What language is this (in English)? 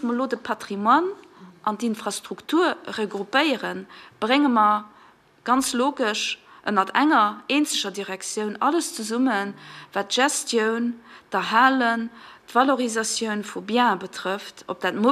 Luxembourgish